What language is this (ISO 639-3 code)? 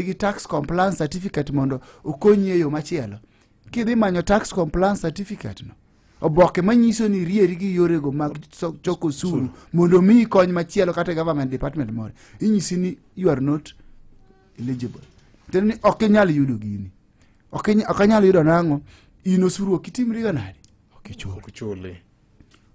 luo